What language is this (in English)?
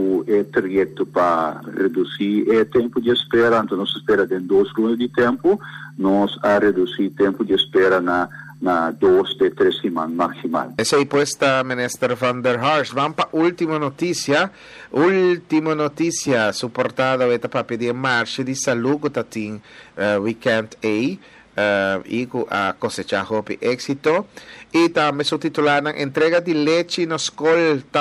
Papiamento